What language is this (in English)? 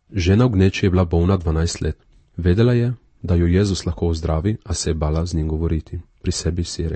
Slovenian